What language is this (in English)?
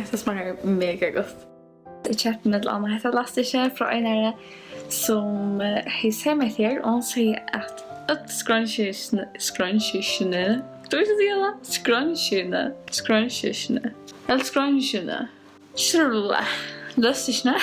Faroese